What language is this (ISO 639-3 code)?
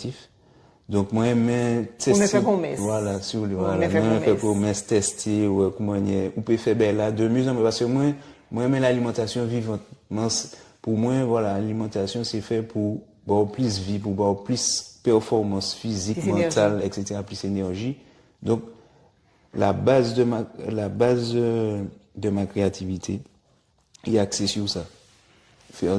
gcf